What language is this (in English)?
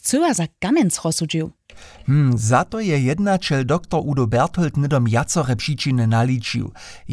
Upper Sorbian